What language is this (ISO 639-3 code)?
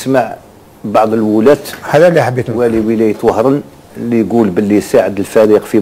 arq